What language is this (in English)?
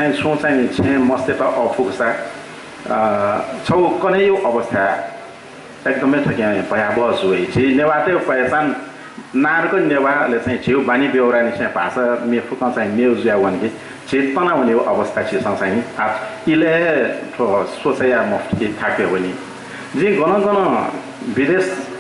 Newari